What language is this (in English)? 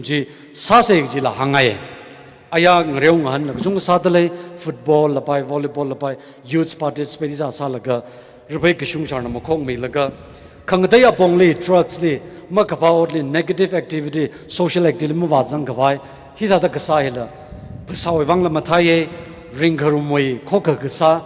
Tangkhul Naga (India)